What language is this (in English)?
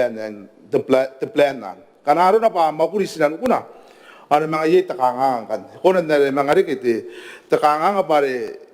Gilbertese